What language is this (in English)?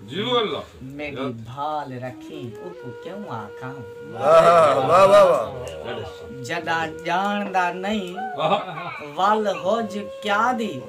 Saraiki